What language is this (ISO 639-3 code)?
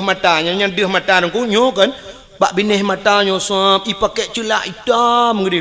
ace